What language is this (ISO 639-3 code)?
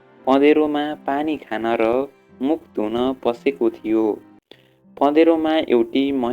nep